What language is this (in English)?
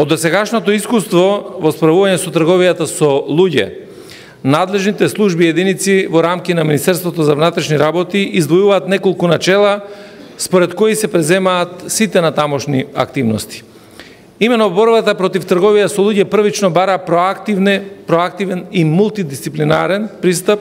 Macedonian